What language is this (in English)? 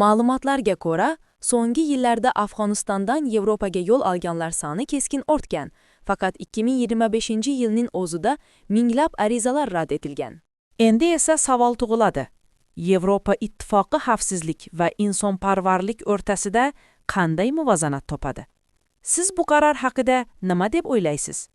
Uzbek